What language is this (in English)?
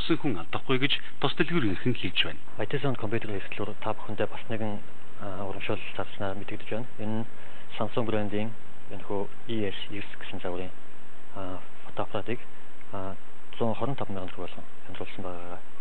Mongolian